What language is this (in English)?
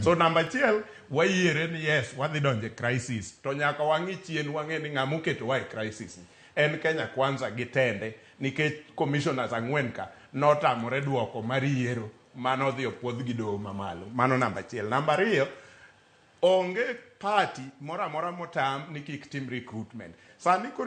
Luo (Kenya and Tanzania)